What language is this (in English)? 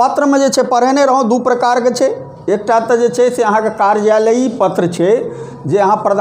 Maithili